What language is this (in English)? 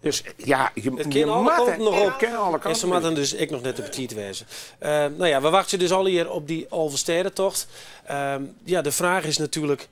Western Frisian